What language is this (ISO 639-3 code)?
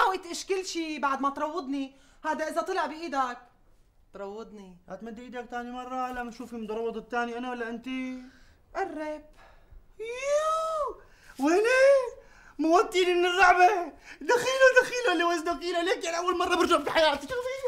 apc